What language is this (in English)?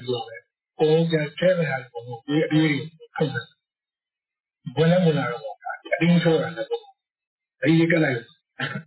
Burmese